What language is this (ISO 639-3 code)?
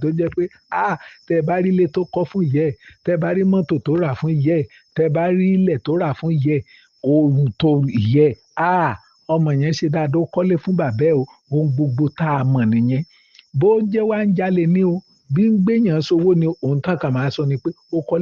yor